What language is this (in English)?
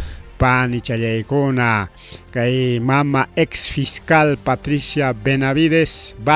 Ayacucho Quechua